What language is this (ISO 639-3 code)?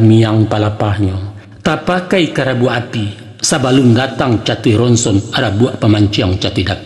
min